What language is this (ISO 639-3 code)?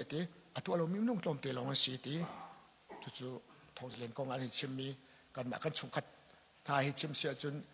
cnh